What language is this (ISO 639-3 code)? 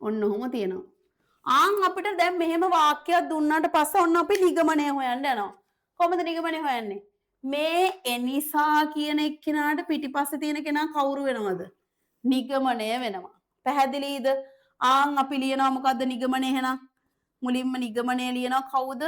sin